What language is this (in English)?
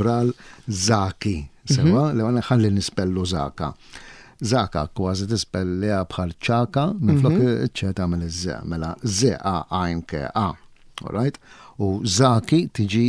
Maltese